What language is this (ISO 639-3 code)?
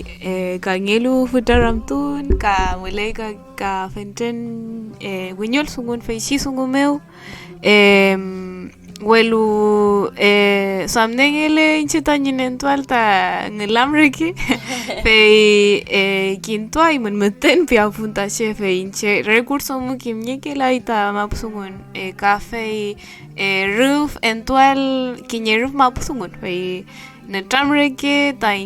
arn